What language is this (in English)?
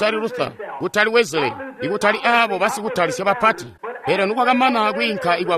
Tonga (Zambia)